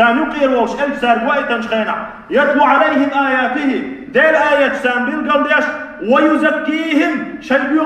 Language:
Chechen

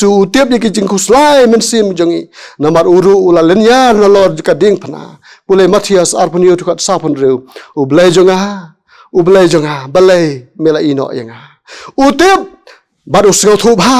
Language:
Khasi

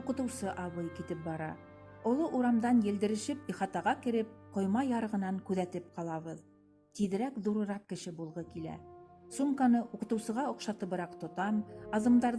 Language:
Bashkir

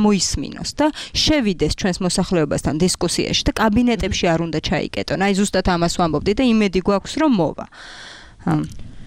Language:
Georgian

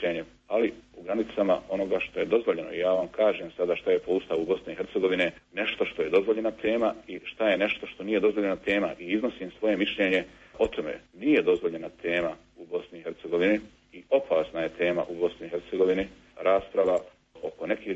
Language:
Bosnian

